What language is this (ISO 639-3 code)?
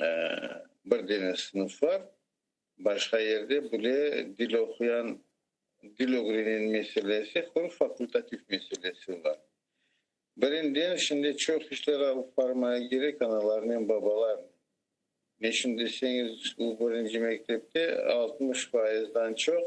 crh